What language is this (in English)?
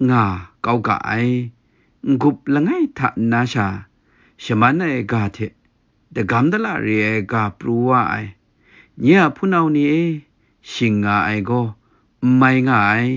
Kachin